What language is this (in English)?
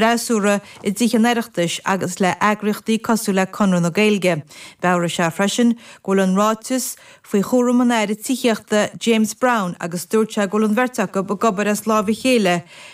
Irish